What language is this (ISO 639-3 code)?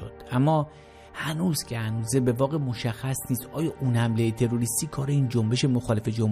fas